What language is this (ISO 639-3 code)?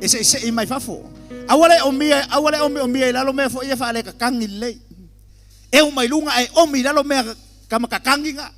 smo